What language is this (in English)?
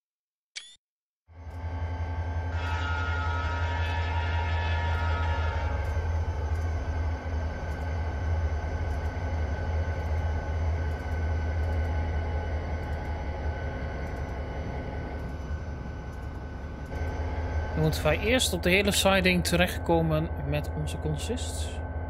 Dutch